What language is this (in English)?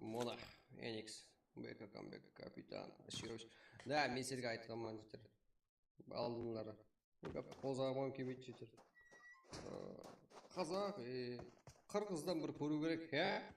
Kara-Kalpak